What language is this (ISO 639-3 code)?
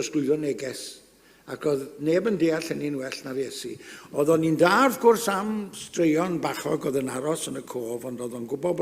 cym